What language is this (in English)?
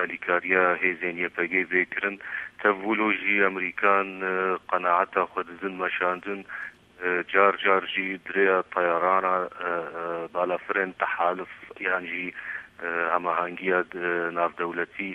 Kurdish